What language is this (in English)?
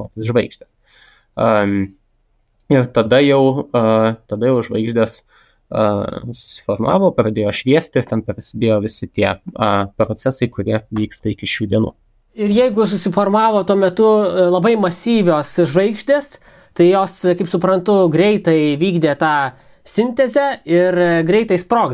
Lithuanian